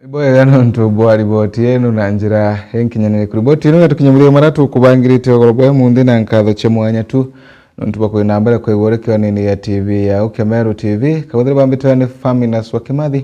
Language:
Meru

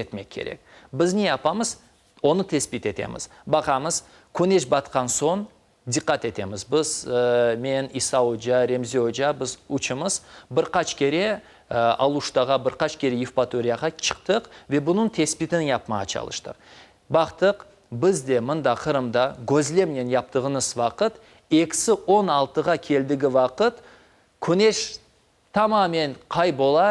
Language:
Crimean Tatar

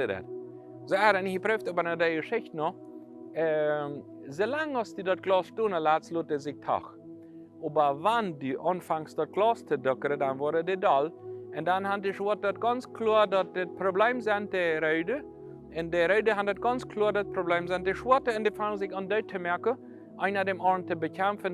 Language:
Plautdietsch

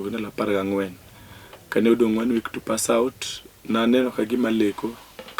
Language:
Luo (Kenya and Tanzania)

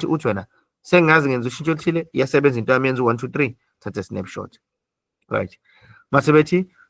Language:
Zulu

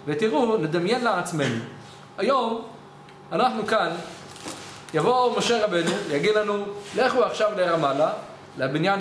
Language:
Hebrew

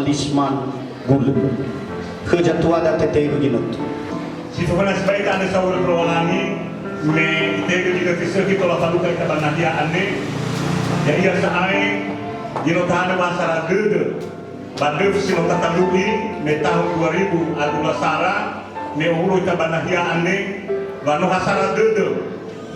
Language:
Nias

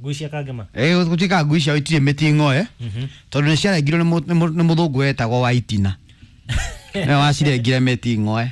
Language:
Kikuyu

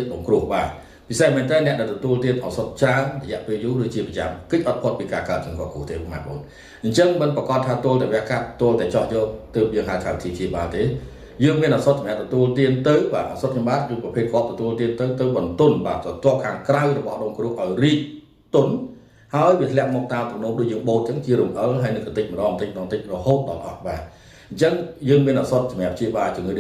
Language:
Khmer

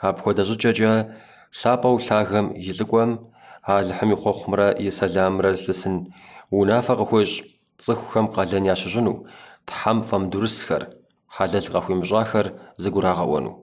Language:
Kabardian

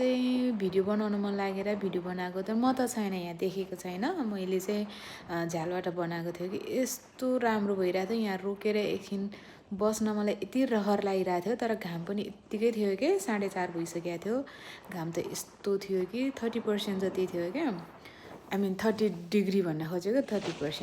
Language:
Nepali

